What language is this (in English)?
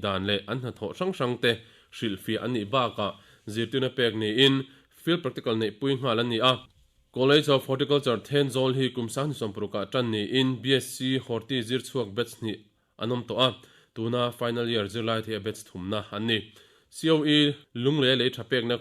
Mizo